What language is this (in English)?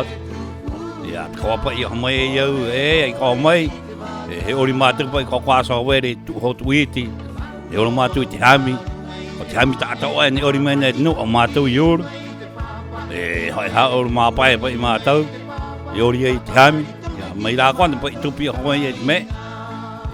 Rapanui